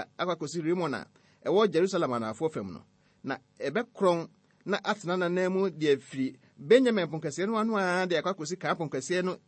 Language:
Akan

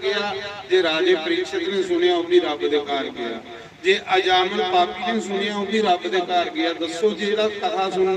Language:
Dogri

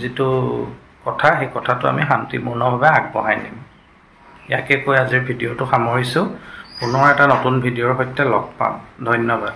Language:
Assamese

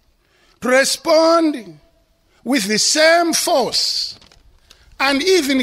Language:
English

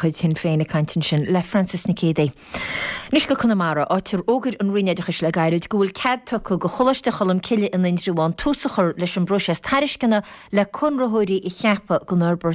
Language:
Irish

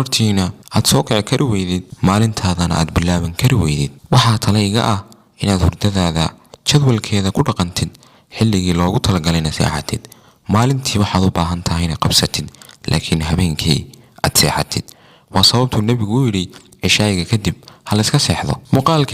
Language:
Somali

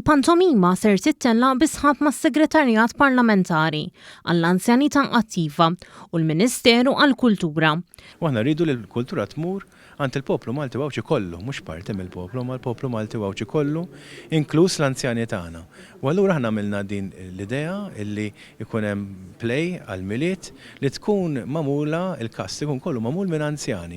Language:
Maltese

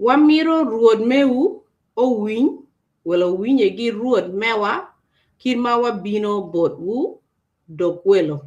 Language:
Acoli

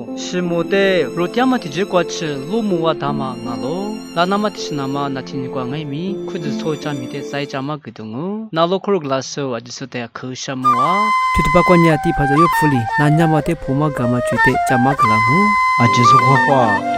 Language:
Lisu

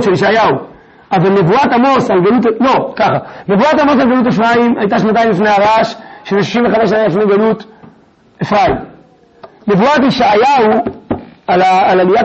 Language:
Hebrew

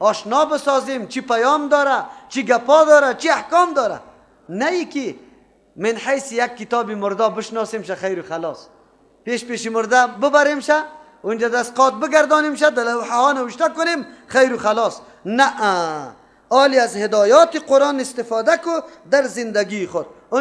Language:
Persian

